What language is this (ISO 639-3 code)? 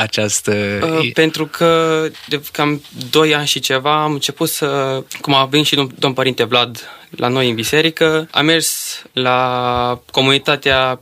ron